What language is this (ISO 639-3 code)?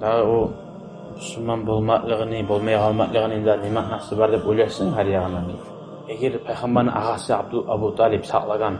kum